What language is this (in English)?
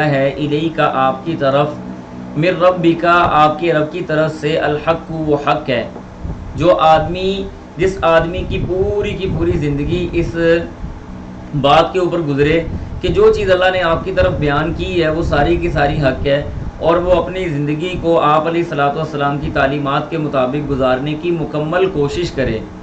Urdu